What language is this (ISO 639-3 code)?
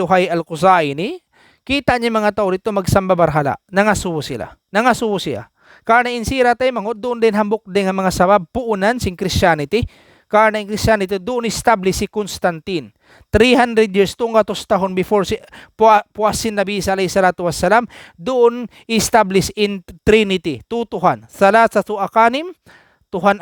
tsg